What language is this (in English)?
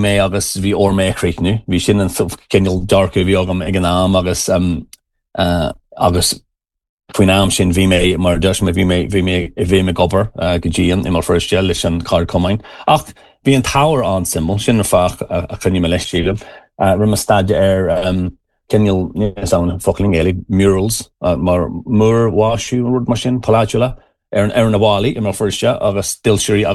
Irish